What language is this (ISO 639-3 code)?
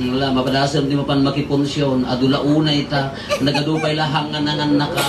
ilo